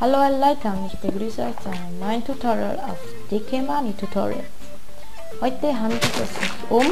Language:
Swiss German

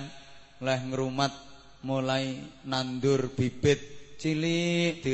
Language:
Javanese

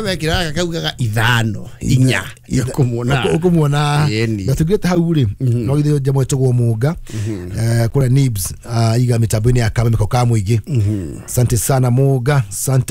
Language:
Kikuyu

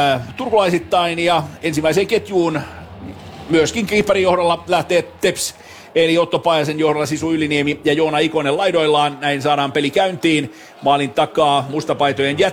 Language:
Finnish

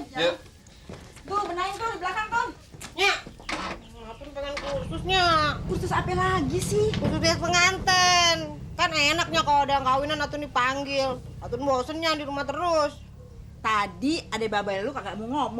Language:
Betawi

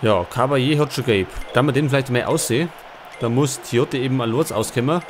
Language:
Bavarian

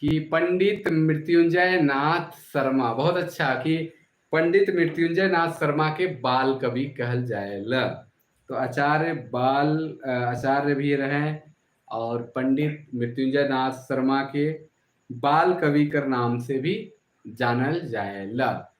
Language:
Sadri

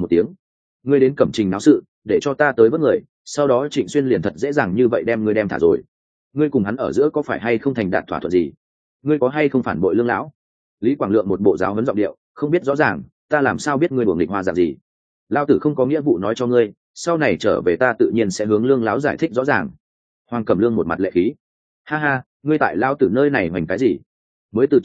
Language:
Vietnamese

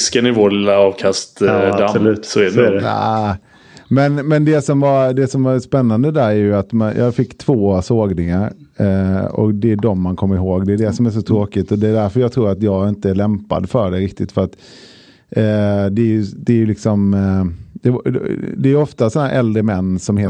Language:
Swedish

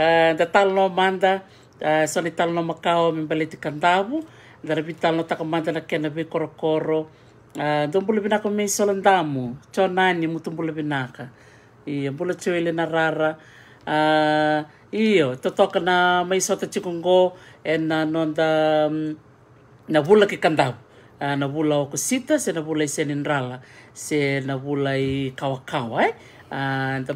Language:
Fijian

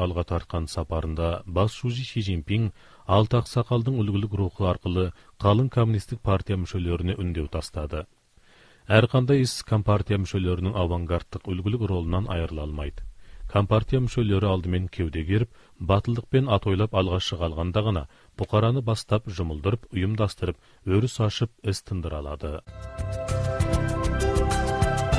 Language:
Kazakh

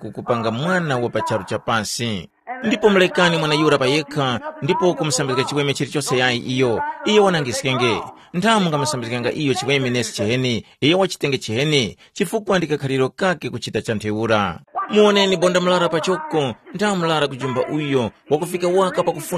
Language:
Tumbuka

